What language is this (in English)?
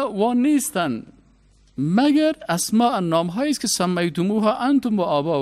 Persian